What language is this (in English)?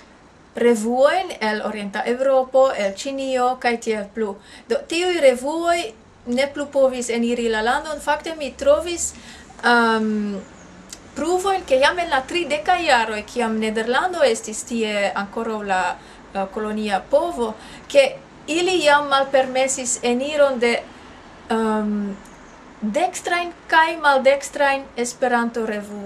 Esperanto